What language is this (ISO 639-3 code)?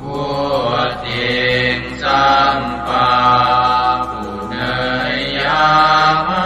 pli